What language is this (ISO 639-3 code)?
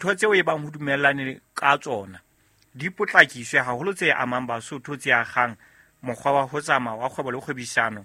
sot